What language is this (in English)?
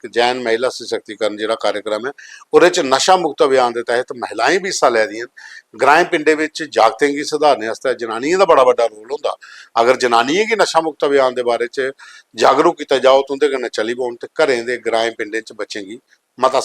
Dogri